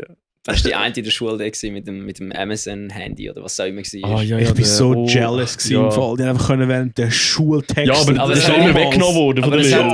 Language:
Swiss German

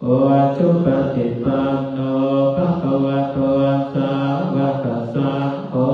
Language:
Pali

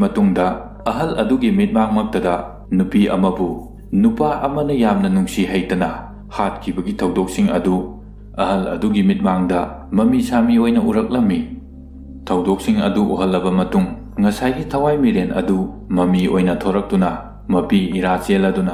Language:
Manipuri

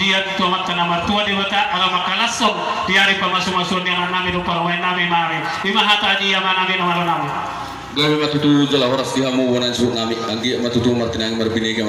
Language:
Batak Toba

